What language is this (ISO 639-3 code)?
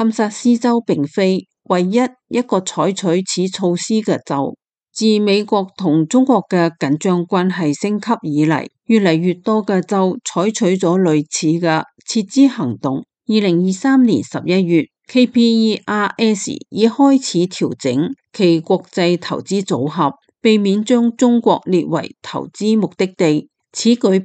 yue